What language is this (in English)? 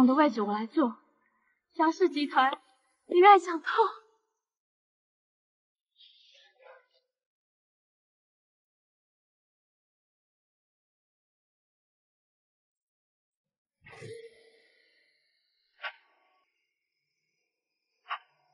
Chinese